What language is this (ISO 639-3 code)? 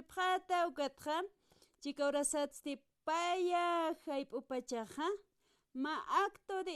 aym